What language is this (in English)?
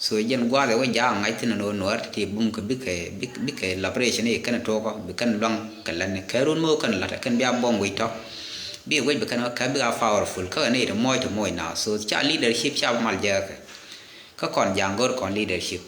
Nuer